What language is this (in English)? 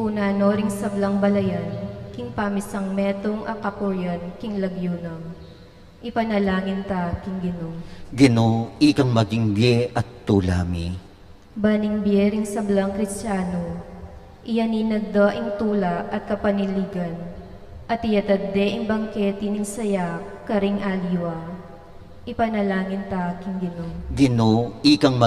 Pampanga